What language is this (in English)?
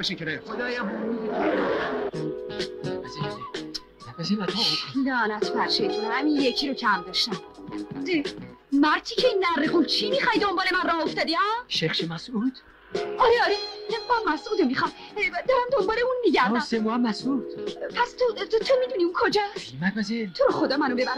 Persian